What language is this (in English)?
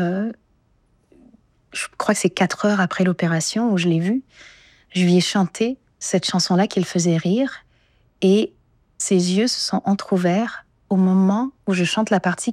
French